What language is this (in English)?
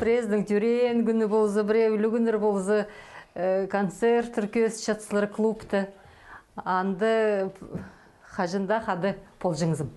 Khakas